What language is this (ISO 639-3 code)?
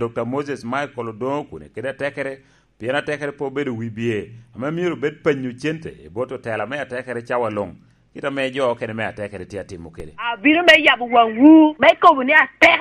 laj